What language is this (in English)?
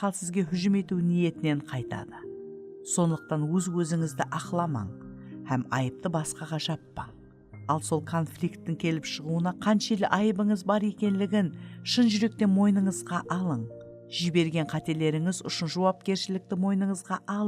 Kara-Kalpak